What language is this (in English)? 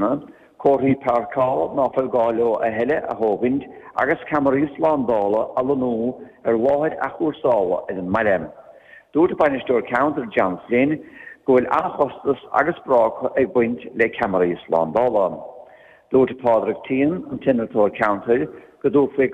Irish